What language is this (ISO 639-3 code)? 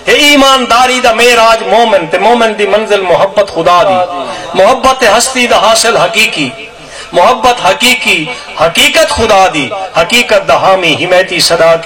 skr